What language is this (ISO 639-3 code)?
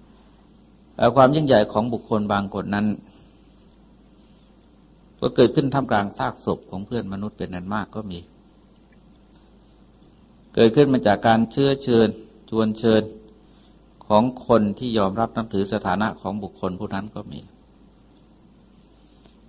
tha